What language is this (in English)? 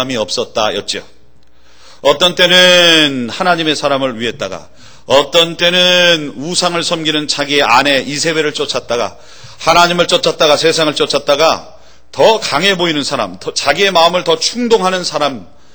Korean